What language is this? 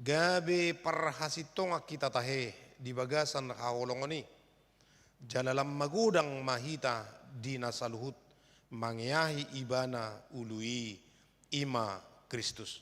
Batak Toba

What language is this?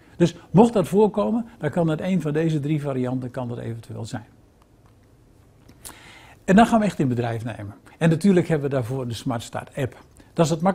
Dutch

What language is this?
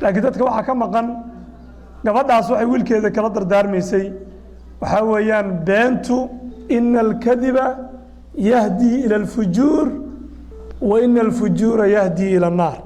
Somali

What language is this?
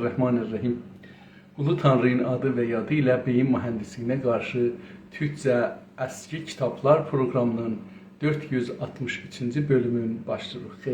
South Azerbaijani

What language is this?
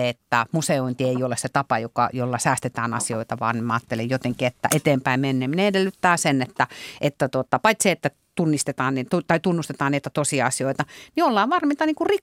Finnish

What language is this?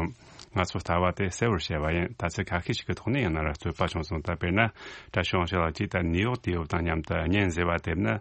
Tibetan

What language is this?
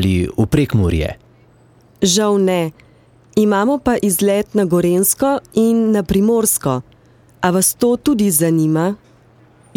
Slovenian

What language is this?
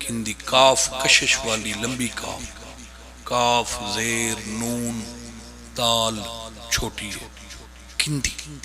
Pahari-Potwari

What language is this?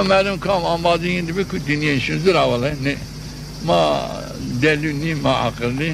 Zaza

